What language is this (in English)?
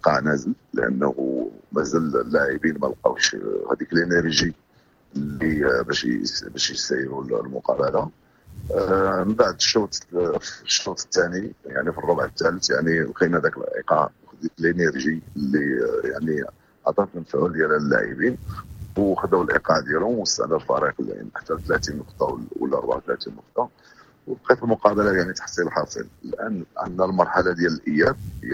Moroccan Arabic